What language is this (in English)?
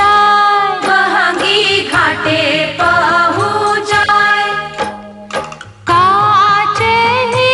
Bhojpuri